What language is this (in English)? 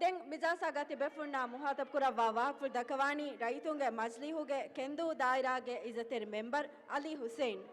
Divehi